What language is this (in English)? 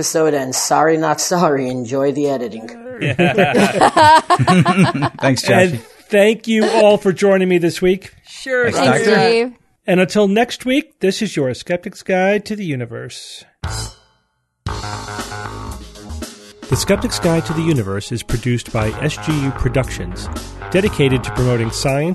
English